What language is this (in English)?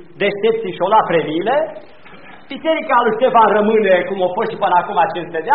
Romanian